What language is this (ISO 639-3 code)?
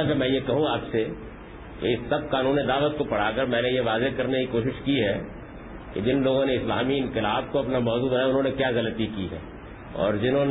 urd